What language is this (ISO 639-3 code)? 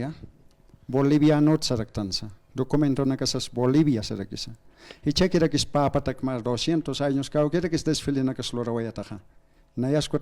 aym